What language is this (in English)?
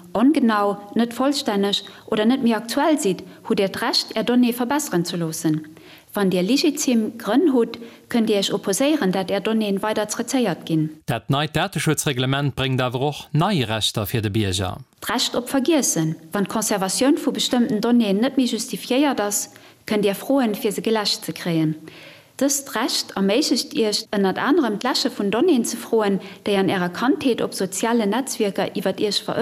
Luxembourgish